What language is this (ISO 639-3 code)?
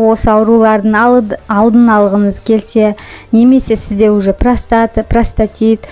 kaz